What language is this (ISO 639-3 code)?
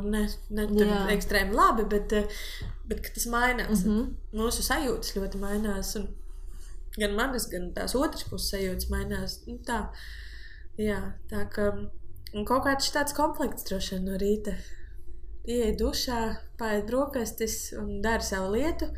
lav